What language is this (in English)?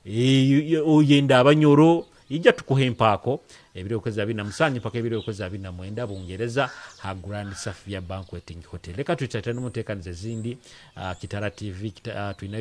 Nyoro